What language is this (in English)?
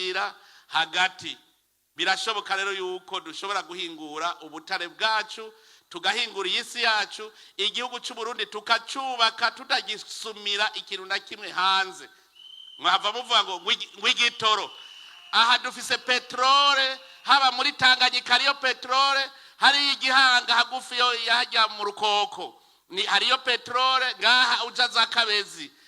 Rundi